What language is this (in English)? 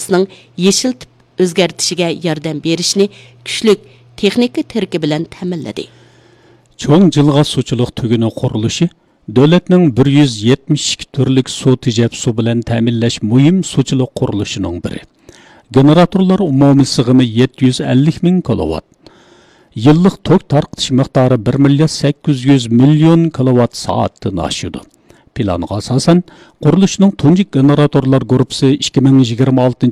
Uyghur